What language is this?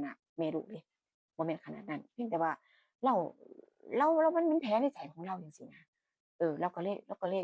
Northeastern Thai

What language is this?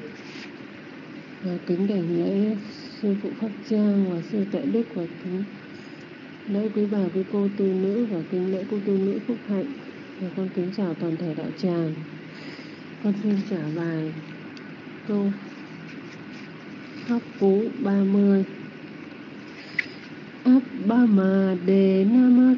Vietnamese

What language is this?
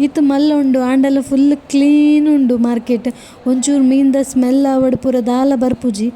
Tulu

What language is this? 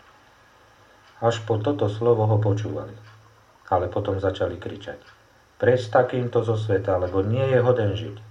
Slovak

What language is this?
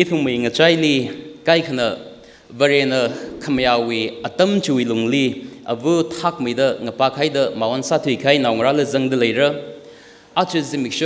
Tangkhul Naga (India)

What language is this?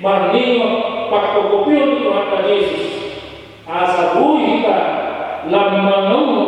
Batak Toba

